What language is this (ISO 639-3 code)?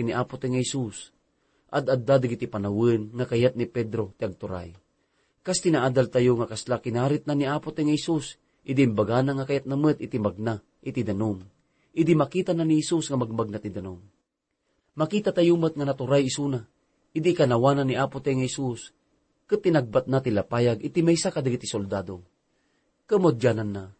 ilo